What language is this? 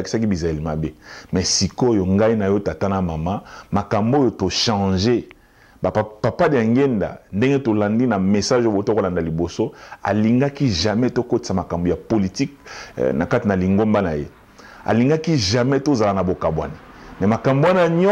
Lingala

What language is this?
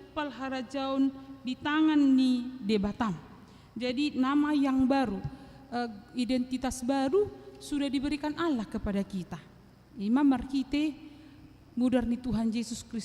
Batak Toba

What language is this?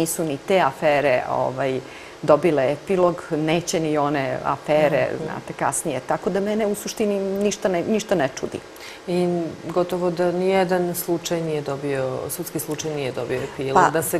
Serbian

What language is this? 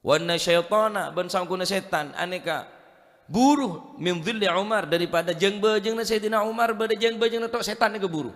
Madurese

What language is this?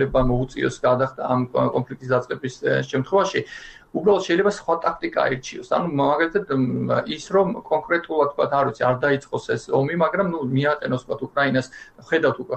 Georgian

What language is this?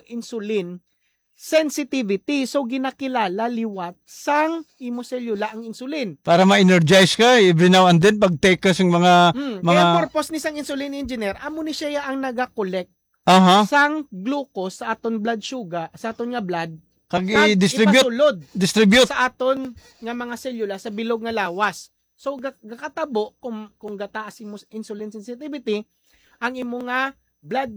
Hiligaynon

